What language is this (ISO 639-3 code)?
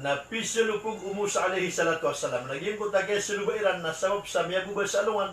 mrw